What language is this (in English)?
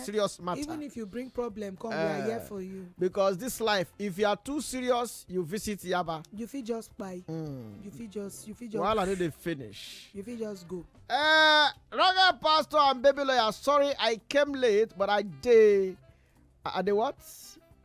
Nigerian Pidgin